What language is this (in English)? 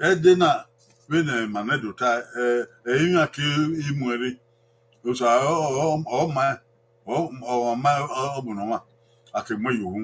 Bini